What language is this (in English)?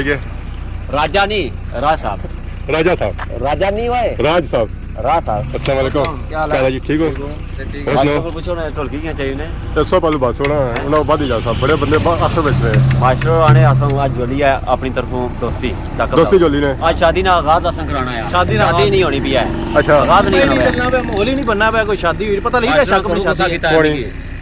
Pahari-Potwari